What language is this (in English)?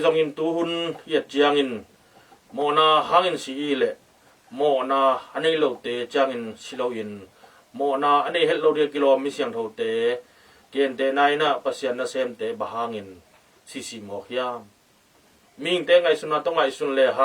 Tedim Chin